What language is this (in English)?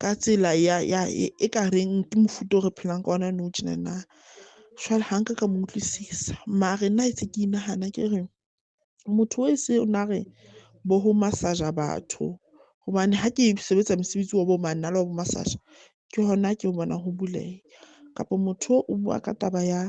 Southern Sotho